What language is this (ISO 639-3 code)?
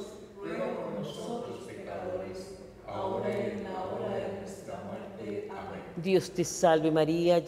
spa